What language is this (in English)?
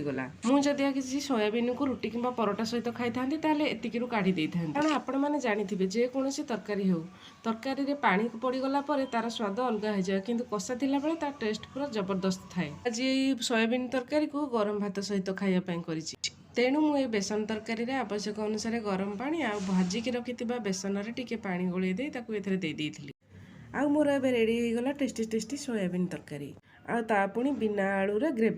Odia